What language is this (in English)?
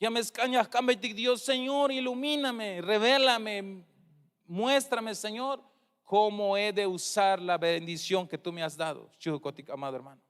Tzeltal